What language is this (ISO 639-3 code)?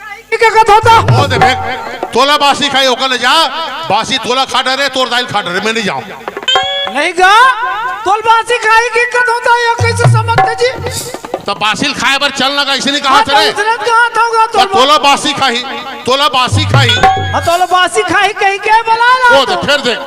hne